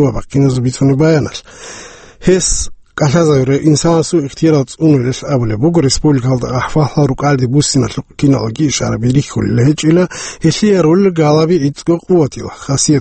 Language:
Avaric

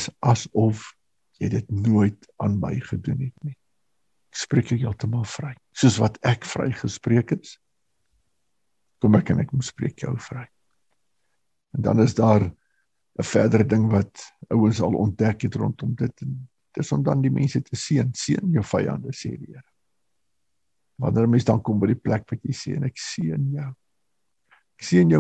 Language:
Afrikaans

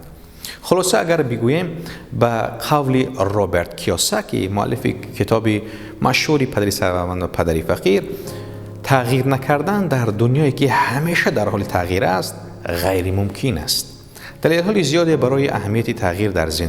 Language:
Tajik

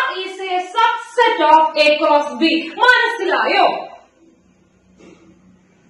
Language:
Malayalam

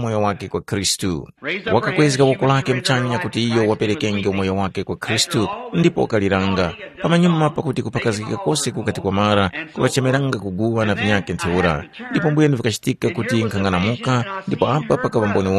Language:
Tumbuka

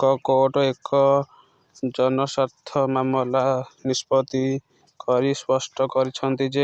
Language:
Odia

